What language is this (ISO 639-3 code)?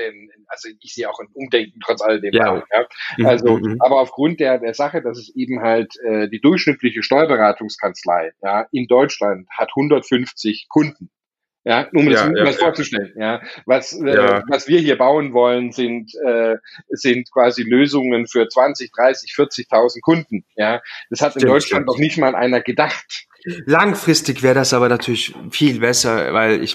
deu